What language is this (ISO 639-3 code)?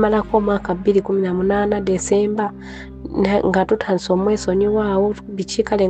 lug